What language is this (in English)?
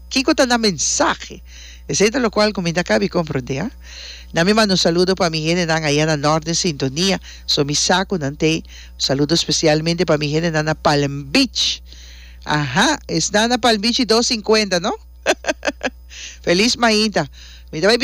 Papiamento